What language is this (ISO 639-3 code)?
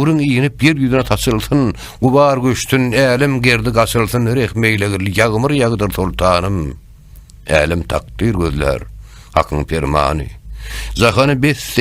tuk